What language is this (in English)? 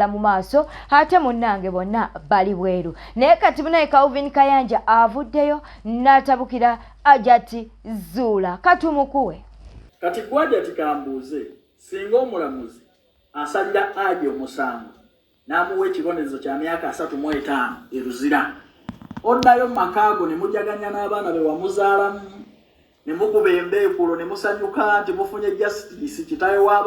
Ganda